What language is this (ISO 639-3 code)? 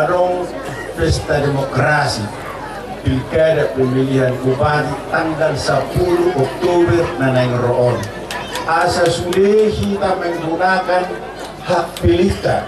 bbc